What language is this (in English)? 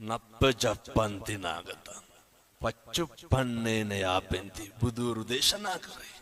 Sinhala